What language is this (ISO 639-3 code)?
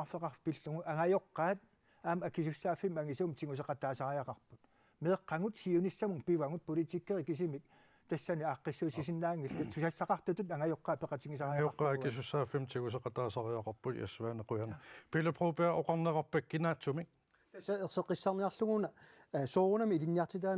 kal